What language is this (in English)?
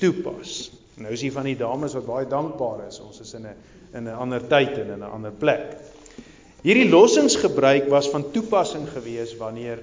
Afrikaans